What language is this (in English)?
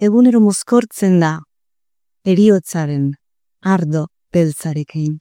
Basque